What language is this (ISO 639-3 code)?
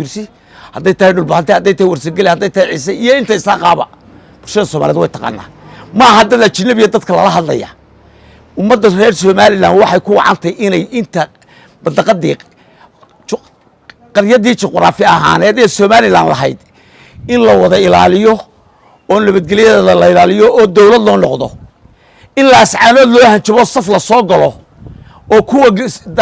som